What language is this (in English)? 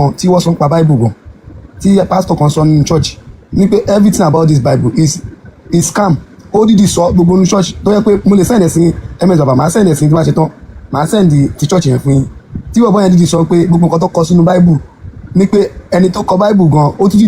Yoruba